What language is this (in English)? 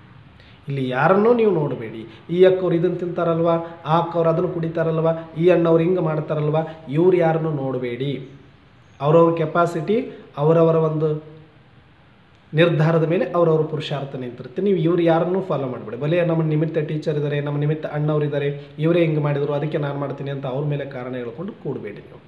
Kannada